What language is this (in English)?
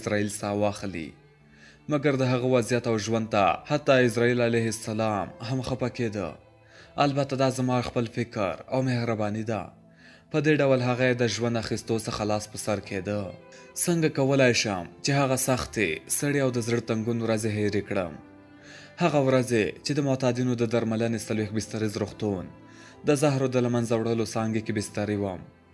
Pashto